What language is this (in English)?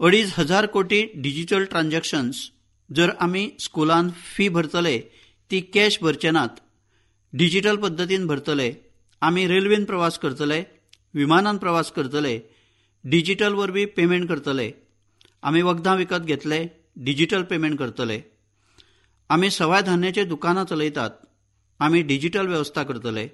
Konkani